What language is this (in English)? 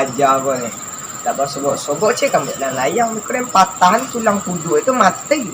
Minangkabau